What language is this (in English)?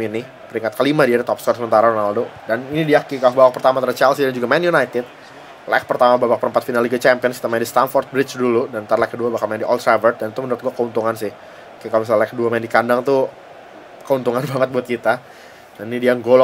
Indonesian